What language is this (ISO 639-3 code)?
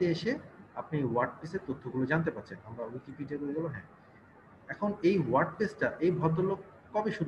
ben